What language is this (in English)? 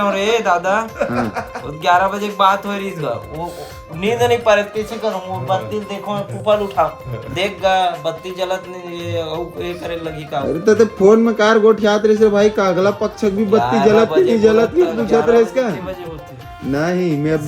Chhattisgarhi